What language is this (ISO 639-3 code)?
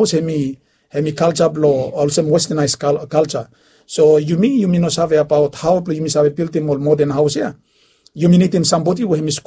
bis